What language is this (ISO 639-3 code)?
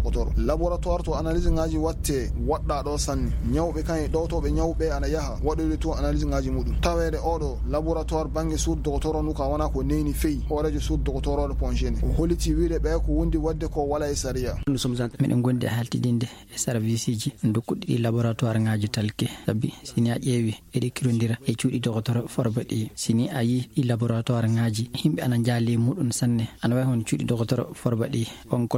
ful